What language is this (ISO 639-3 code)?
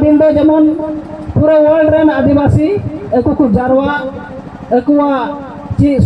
sat